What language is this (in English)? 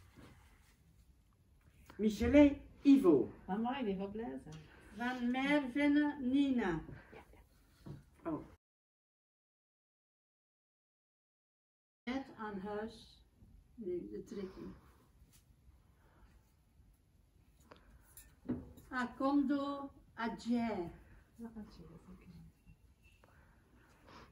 Dutch